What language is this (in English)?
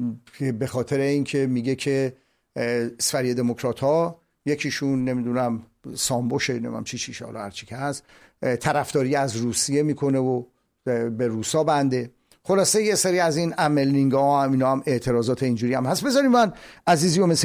Persian